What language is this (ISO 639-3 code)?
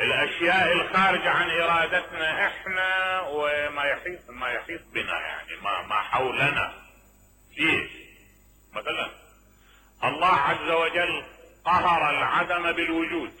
acm